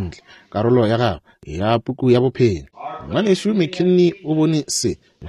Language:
Northern Sotho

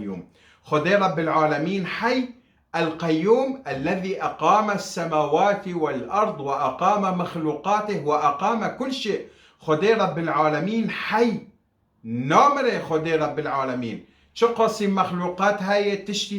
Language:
Kurdish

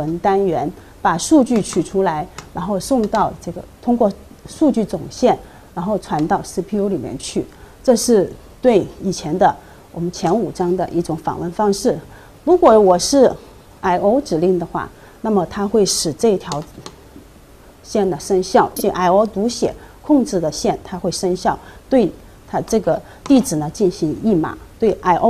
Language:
Chinese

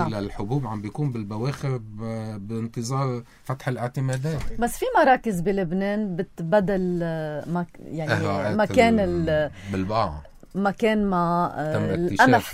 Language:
North Levantine Arabic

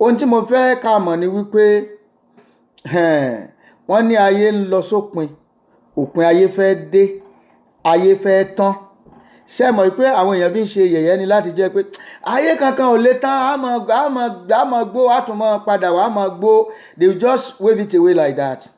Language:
Yoruba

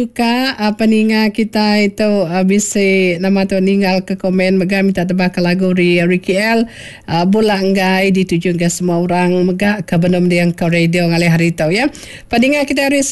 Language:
Iban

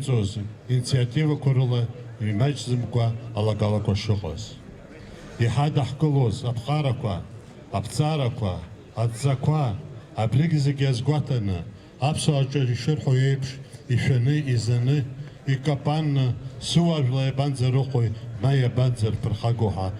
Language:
Abkhazian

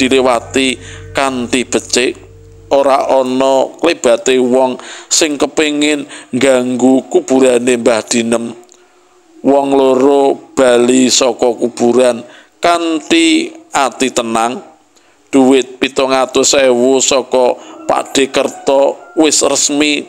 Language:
Javanese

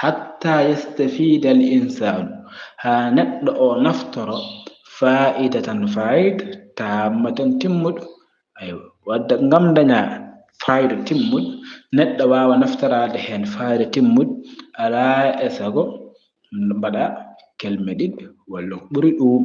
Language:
Fula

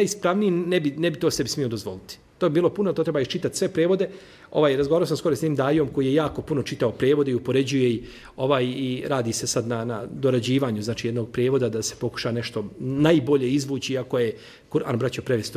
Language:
Serbian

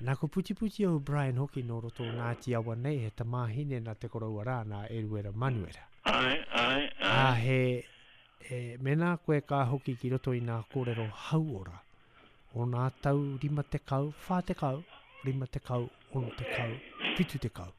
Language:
Māori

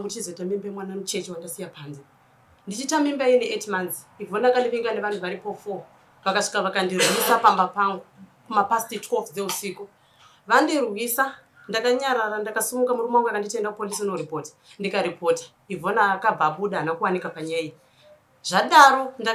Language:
Shona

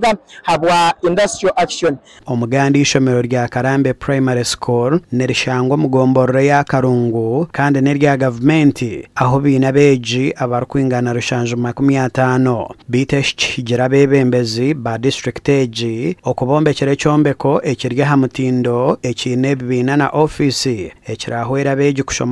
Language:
Nyankole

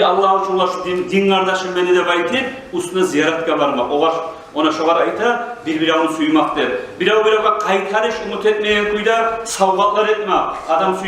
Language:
Kumyk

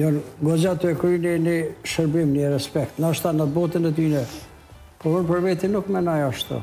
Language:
Albanian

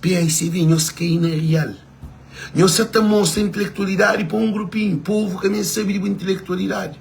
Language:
Kabuverdianu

